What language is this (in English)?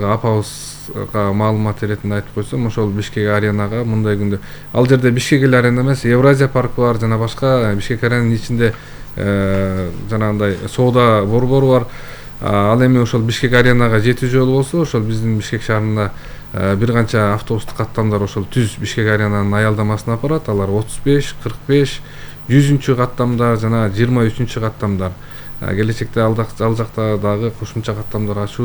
Kyrgyz